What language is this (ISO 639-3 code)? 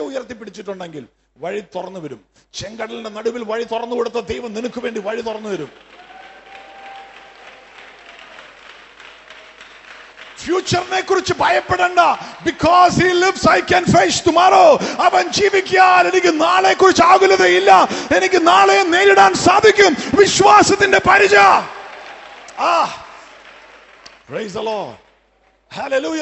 mal